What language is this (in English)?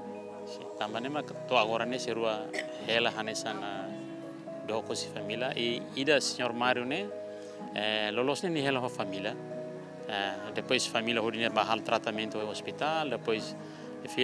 Tetum